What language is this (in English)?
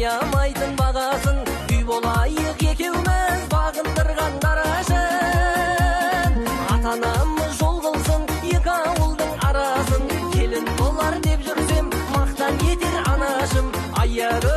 Kazakh